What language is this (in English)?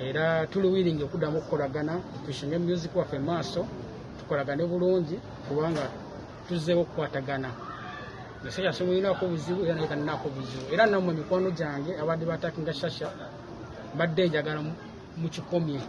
Ganda